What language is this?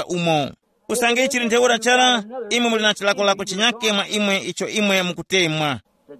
Tumbuka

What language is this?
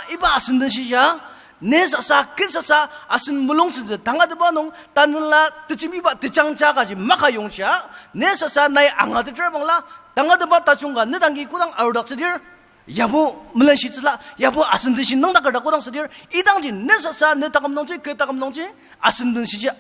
Ao Naga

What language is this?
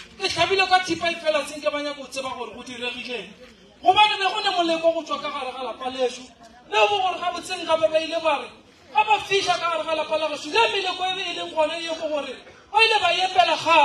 Northern Sotho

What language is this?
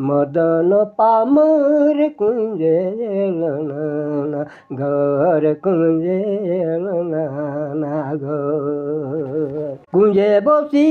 Sadri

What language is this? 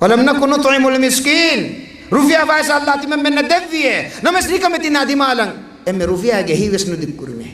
Divehi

